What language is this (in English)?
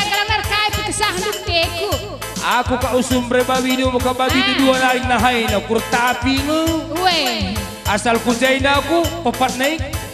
Batak Karo